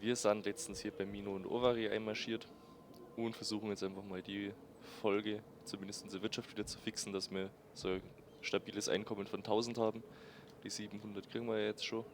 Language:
Bavarian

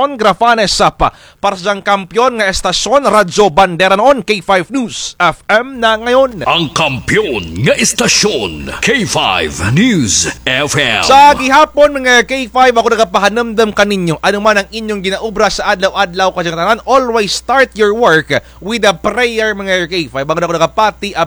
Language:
Kinaray-a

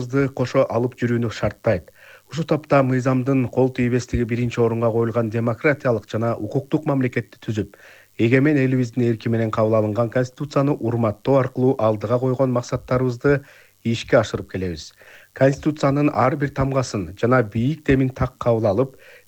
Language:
Kyrgyz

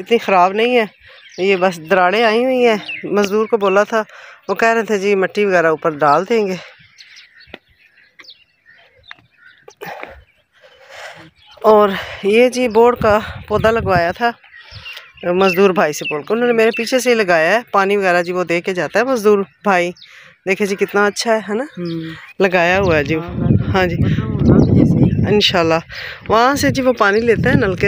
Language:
Hindi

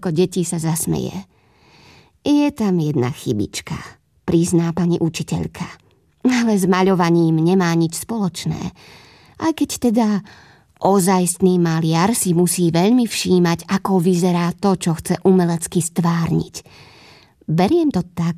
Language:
Slovak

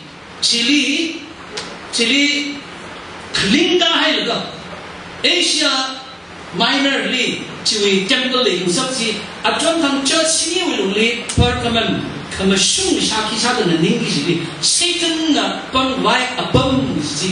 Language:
Tangkhul Naga (India)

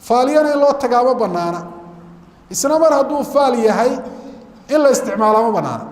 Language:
Somali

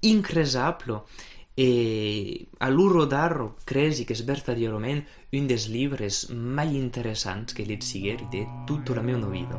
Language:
Occitan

